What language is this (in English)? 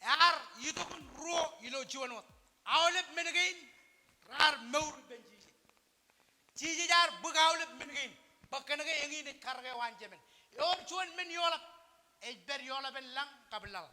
Marshallese